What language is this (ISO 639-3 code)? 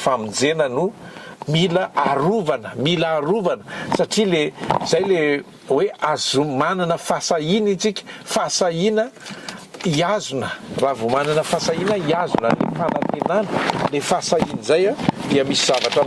mlg